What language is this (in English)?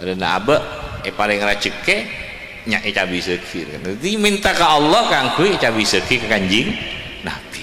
Madurese